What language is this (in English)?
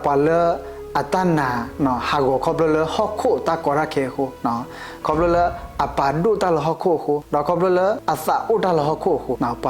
S'gaw Karen